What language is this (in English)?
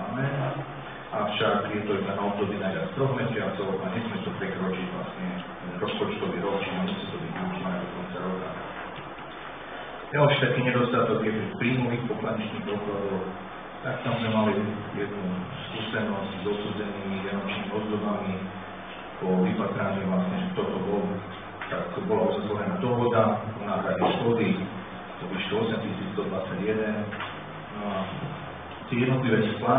Slovak